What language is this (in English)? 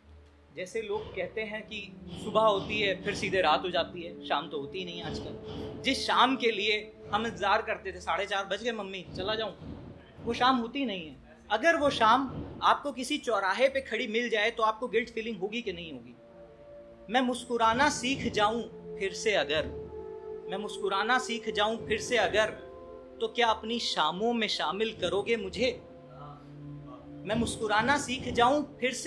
Hindi